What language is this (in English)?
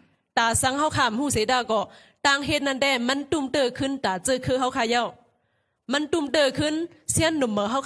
Shan